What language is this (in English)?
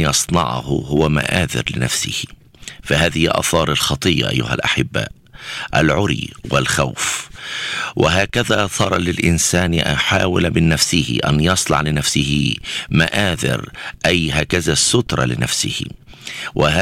Arabic